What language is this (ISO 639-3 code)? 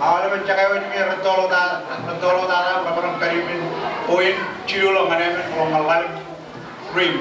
mah